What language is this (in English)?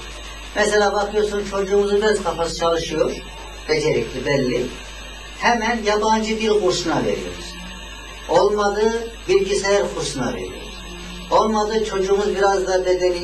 Turkish